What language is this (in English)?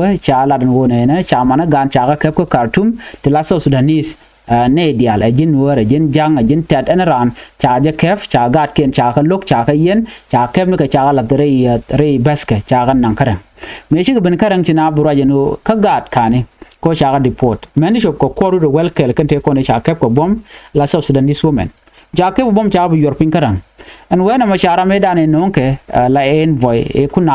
Nuer